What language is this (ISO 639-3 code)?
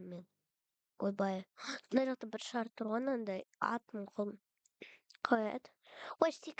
kaz